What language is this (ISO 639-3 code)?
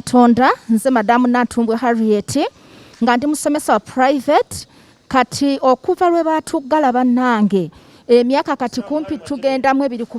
lug